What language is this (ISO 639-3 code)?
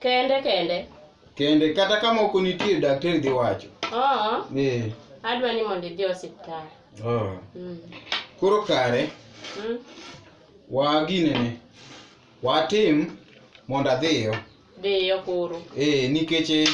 luo